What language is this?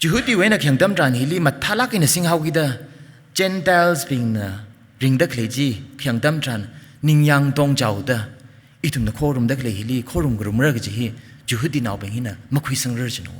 Tangkhul Naga (India)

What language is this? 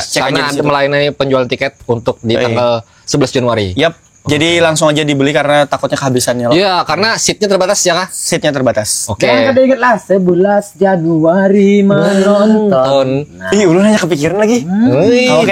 Banjar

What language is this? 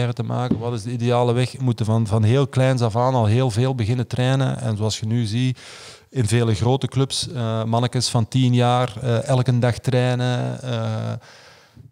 Dutch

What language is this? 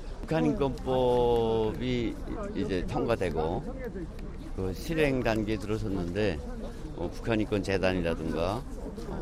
Korean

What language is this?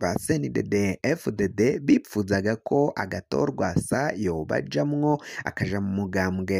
Rundi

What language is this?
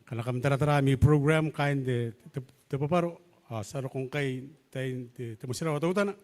Gilbertese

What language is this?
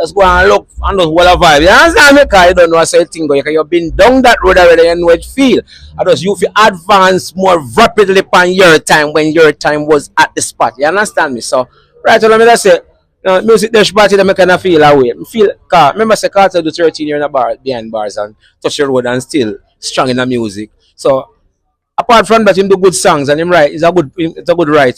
Jamaican Creole English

